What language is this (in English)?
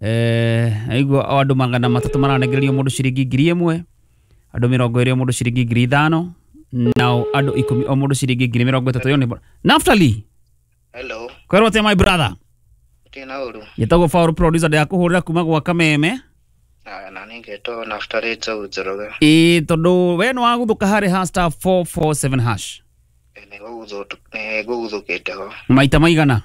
Kikuyu